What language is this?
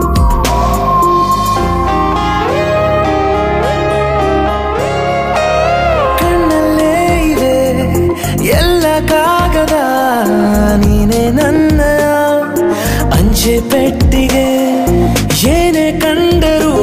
Kannada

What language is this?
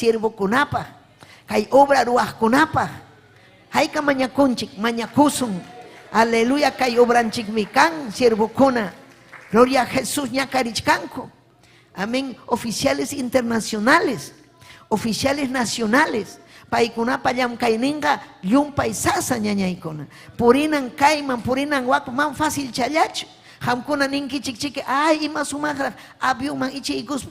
Ayacucho Quechua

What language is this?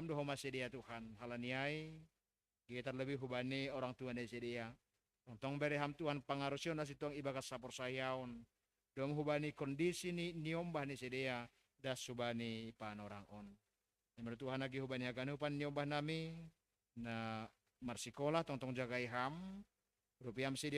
Batak Simalungun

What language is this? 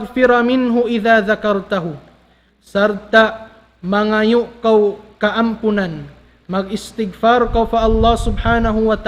Tausug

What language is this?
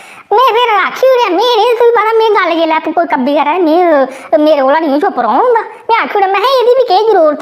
Dogri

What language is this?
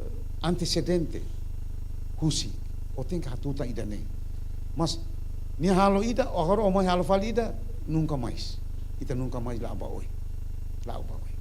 Tetum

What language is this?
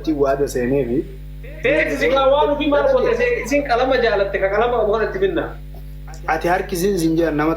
Oromo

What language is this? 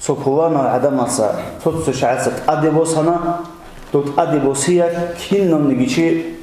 Avaric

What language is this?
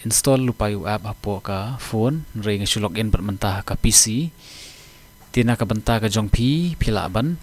Khasi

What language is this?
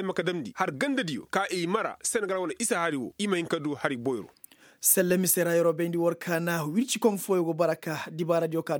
Koyraboro Senni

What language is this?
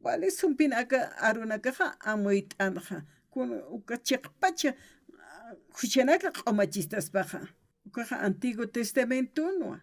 Aymara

